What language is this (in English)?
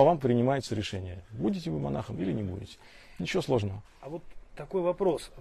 Russian